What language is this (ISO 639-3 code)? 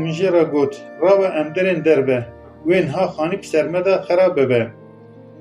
kur